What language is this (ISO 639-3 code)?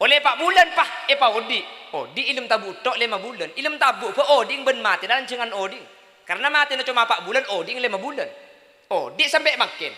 mad